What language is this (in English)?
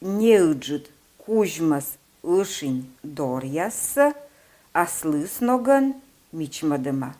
Komi